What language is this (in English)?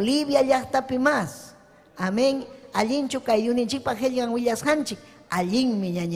Ayacucho Quechua